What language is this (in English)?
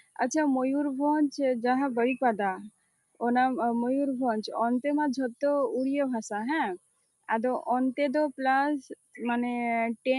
Santali